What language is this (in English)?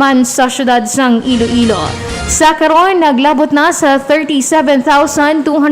Hiligaynon